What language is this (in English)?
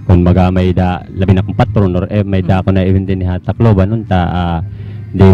Waray